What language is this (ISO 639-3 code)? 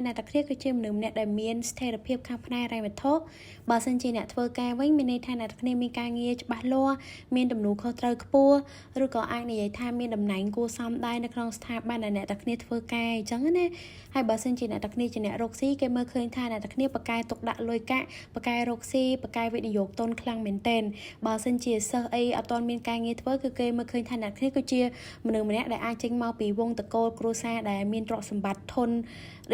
khm